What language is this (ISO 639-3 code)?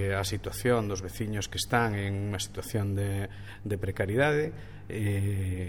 glg